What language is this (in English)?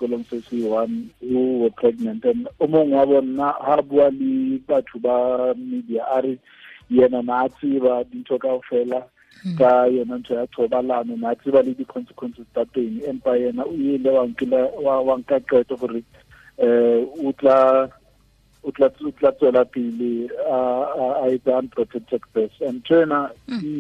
Tswana